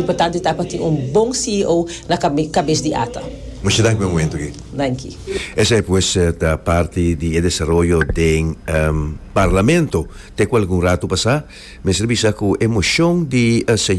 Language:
Papiamento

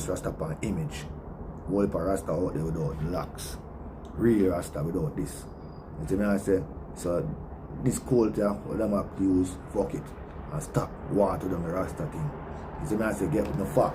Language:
Jamaican Creole English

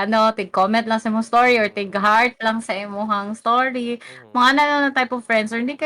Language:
Cebuano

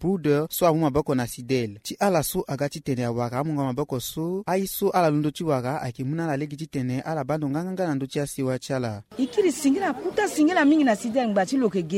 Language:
Sango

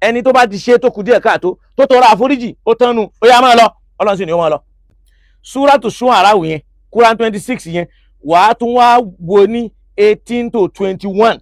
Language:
Yoruba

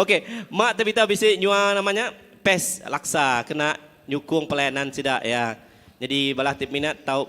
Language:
Iban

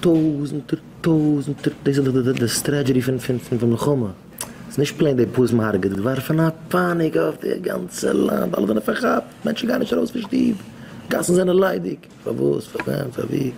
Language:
Yiddish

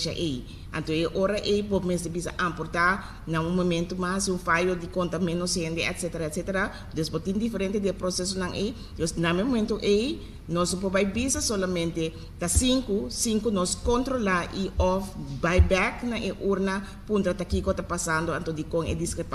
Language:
Papiamento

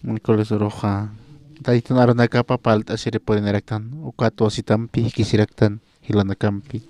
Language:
Aymara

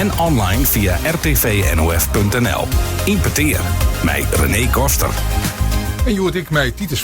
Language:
Western Frisian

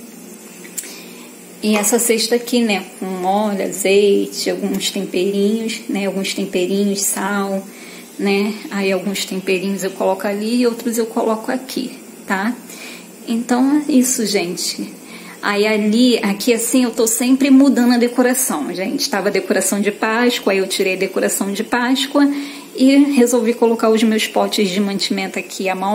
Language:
Portuguese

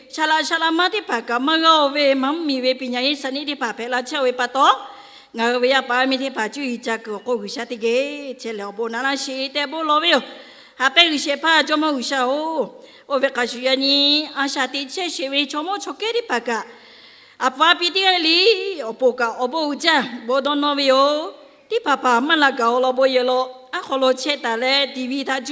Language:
Lahu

